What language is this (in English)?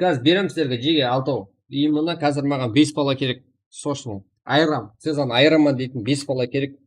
Kara-Kalpak